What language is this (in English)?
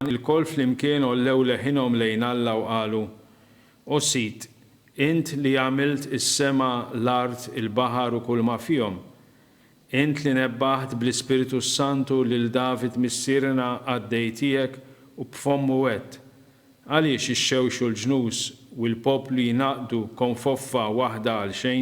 Maltese